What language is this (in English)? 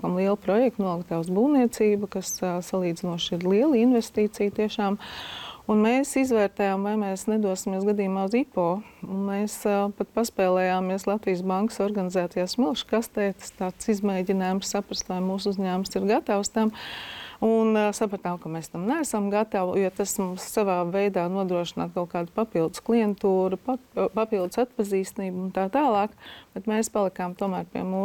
Latvian